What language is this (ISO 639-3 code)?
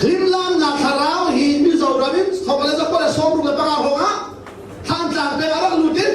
cnh